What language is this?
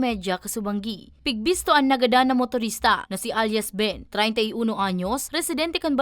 Bikol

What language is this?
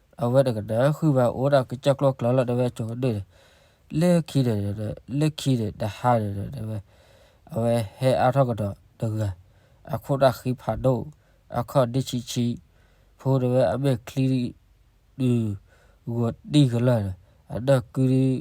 S'gaw Karen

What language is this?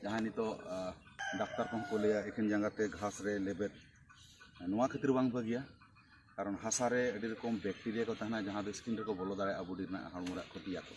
Santali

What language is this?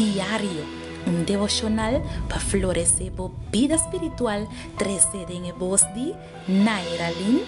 Papiamento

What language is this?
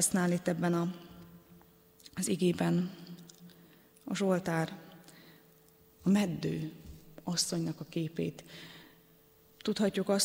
Hungarian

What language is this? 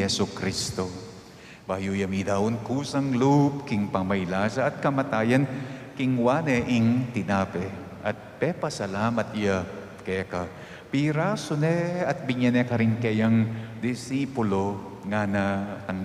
Pampanga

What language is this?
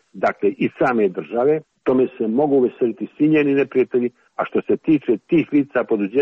Croatian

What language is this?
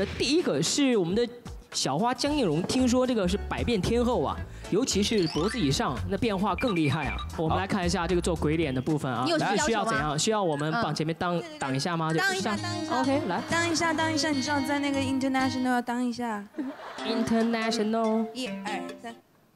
Chinese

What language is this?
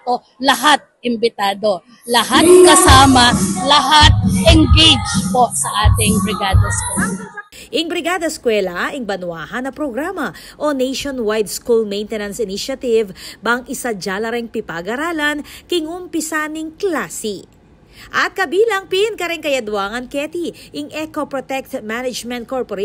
Pampanga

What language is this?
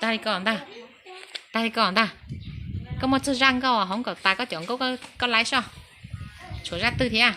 Hmong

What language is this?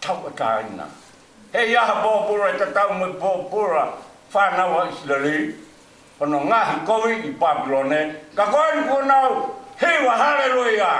Tongan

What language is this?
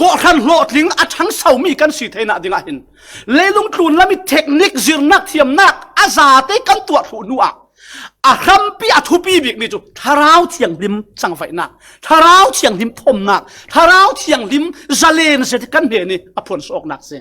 Falam Chin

